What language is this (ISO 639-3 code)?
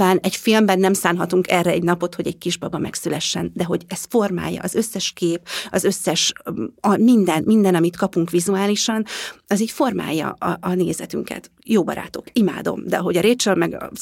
hun